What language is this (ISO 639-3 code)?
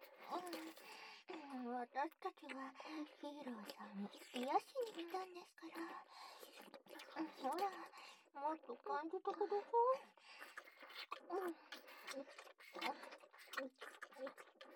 jpn